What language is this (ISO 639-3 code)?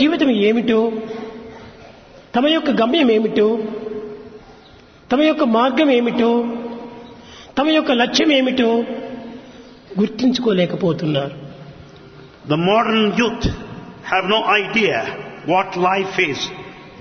tel